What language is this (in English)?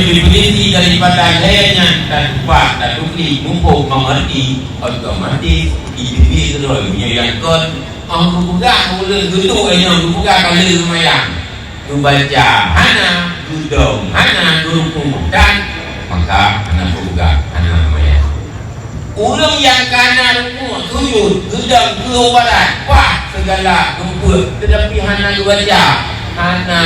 Achinese